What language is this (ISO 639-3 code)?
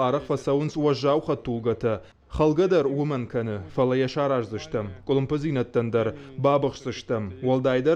oss